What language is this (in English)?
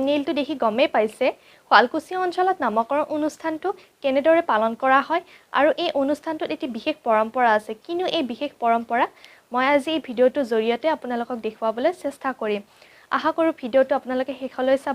Assamese